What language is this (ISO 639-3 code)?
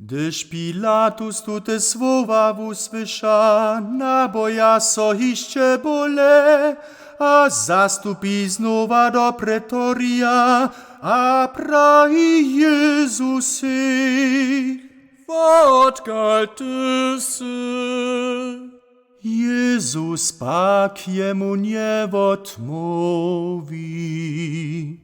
hsb